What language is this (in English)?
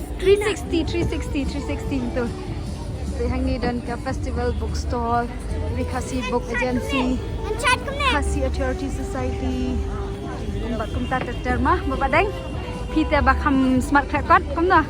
Khasi